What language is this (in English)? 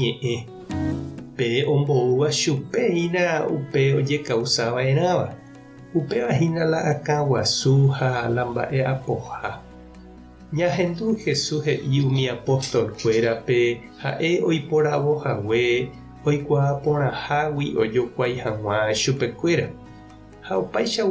Guarani